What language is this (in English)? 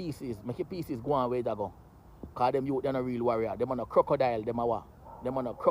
Jamaican Creole English